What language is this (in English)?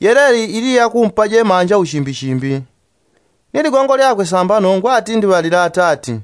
Yao